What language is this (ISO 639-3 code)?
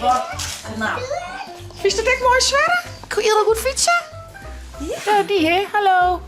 fry